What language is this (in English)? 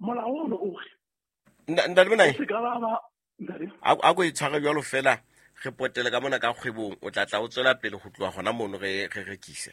Southern Sotho